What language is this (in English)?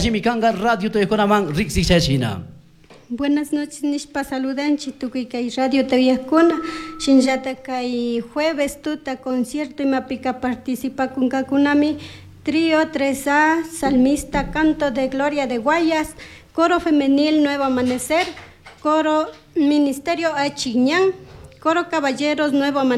Chimborazo Highland Quichua